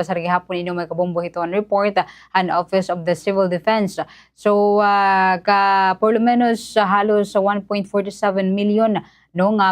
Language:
Waray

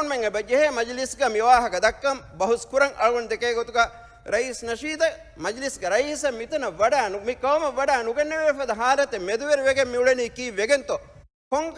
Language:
Divehi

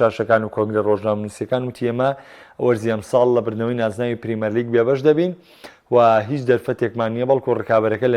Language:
Central Kurdish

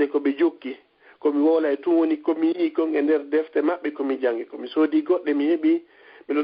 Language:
Fula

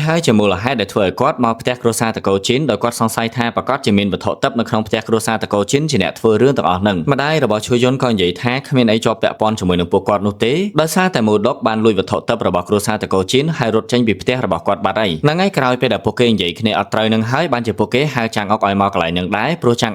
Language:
Khmer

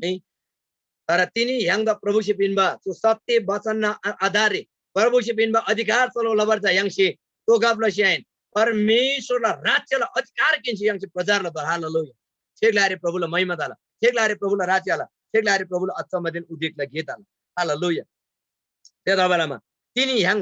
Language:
Eastern Tamang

